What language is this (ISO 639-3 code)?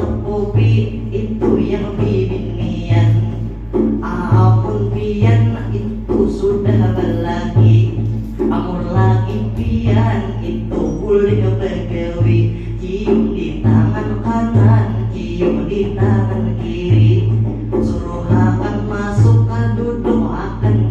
bjn